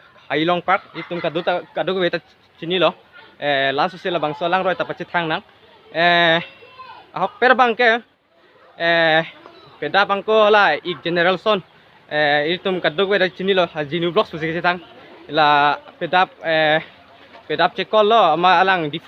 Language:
Karbi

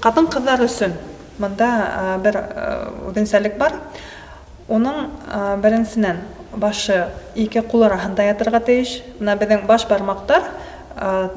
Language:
Bashkir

